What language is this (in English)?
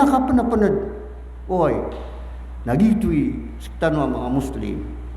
Maranao